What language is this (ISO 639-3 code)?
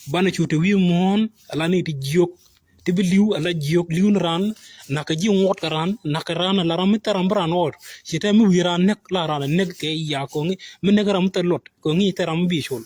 nus